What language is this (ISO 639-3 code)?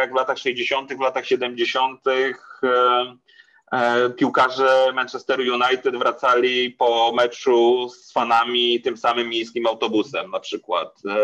pol